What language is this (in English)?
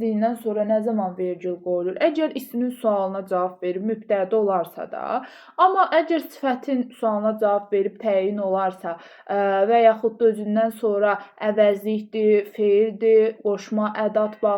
Azerbaijani